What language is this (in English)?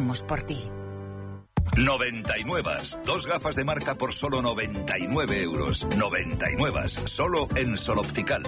Spanish